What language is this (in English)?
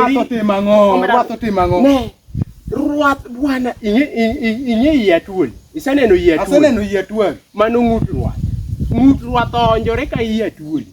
Luo (Kenya and Tanzania)